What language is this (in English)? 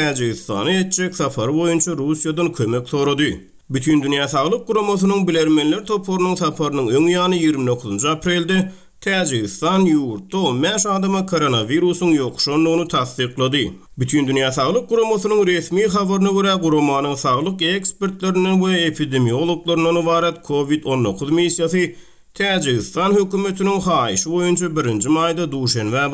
Turkmen